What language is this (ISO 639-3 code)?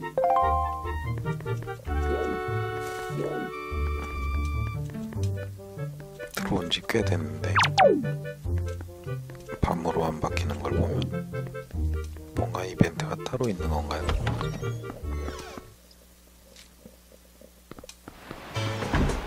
kor